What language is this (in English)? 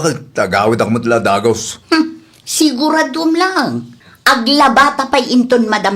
Iloko